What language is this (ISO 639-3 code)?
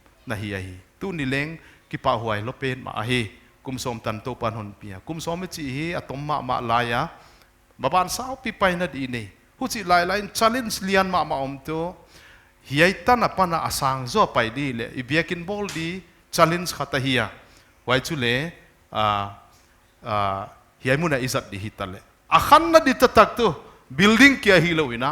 pck